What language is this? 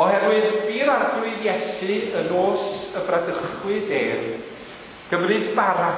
Welsh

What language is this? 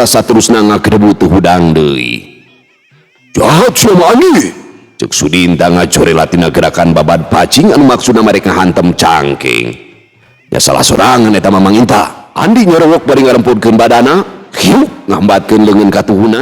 Sundanese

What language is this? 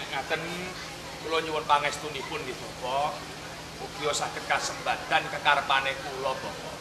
Javanese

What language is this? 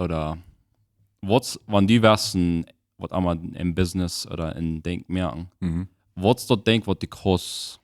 Plautdietsch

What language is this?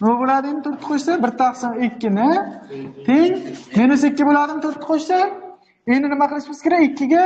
Uzbek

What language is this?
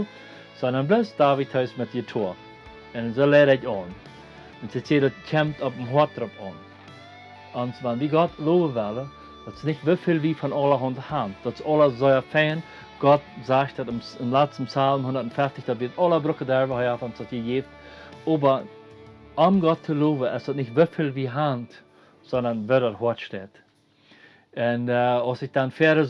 Plautdietsch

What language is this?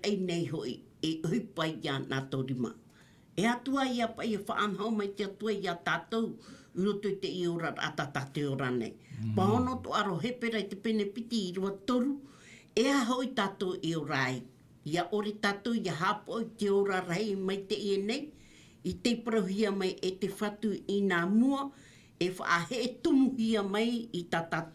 Tahitian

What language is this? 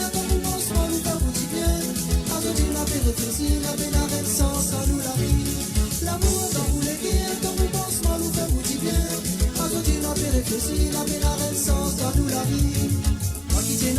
Morisyen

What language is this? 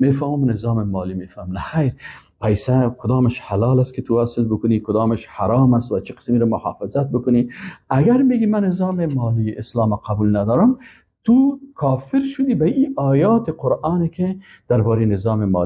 Persian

